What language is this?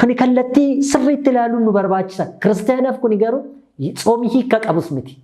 Oromo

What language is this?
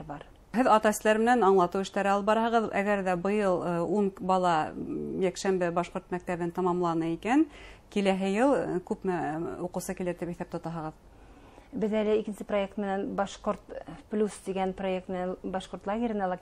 Bashkir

